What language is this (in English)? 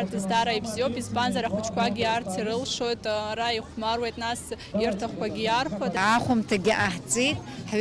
Abkhazian